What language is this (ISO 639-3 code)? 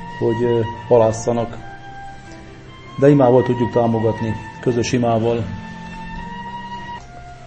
hun